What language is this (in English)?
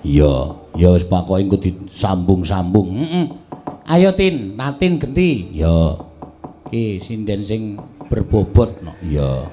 Javanese